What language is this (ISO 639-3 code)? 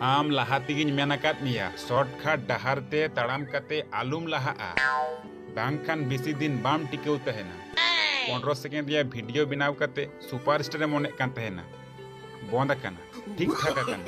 sat